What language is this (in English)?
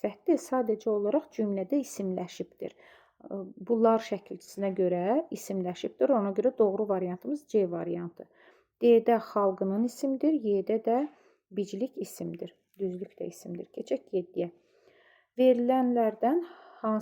Azerbaijani